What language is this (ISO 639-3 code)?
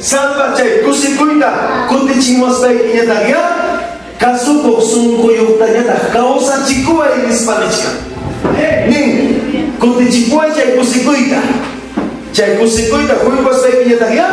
quy